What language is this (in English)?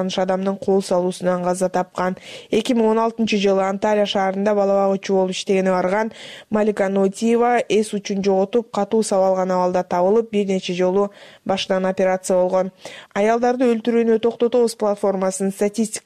Kyrgyz